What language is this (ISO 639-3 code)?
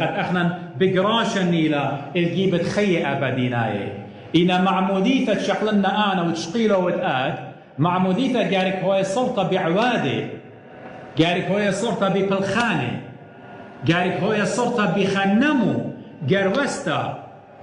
aii